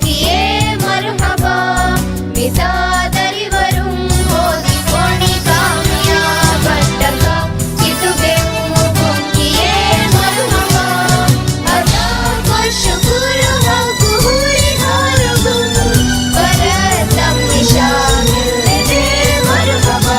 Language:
Divehi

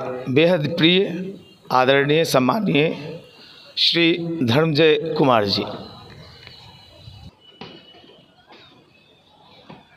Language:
Hindi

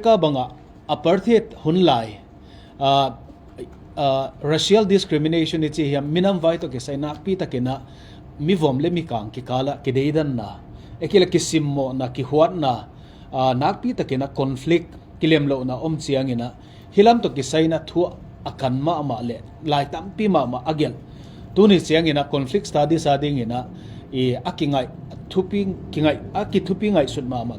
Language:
Tedim Chin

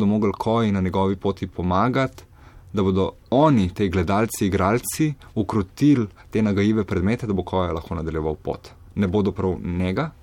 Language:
Slovenian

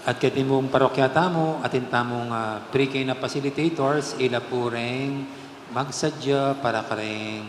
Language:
Pampanga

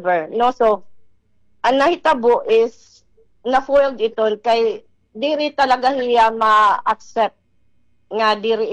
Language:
Waray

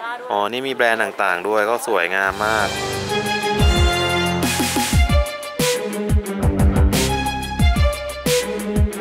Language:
Thai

